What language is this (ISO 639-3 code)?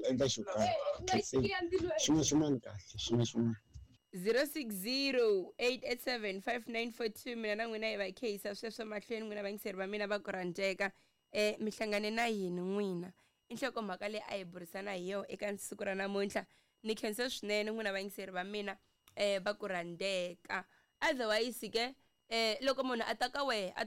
tso